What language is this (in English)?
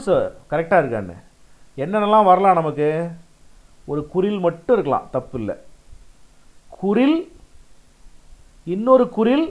Tamil